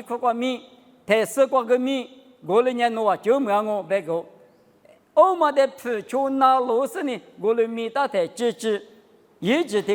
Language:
Lisu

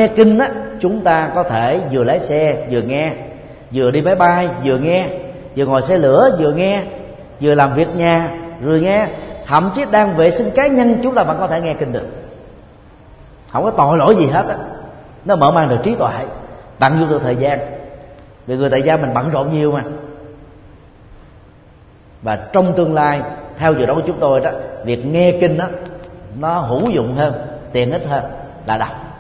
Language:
Vietnamese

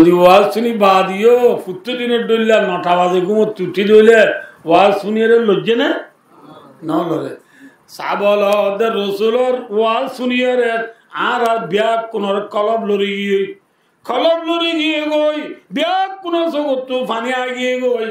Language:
Rohingya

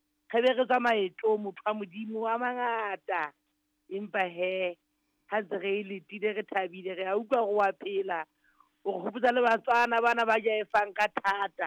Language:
Southern Sotho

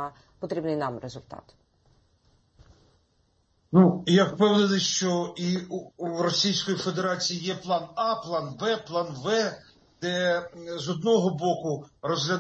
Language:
Ukrainian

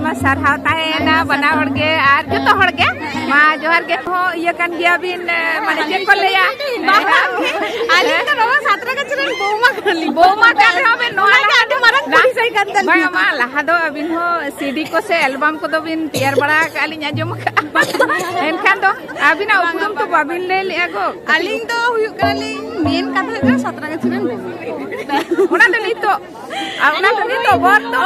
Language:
Santali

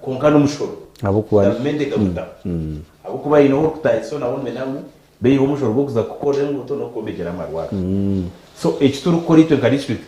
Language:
Nyankole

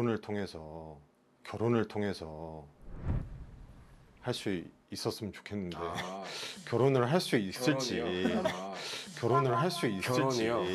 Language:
Korean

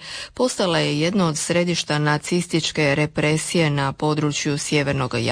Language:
Croatian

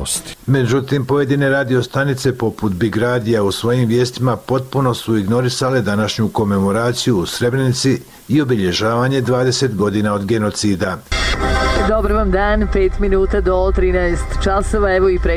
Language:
Bosnian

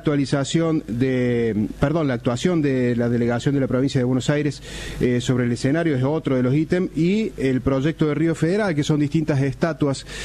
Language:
Spanish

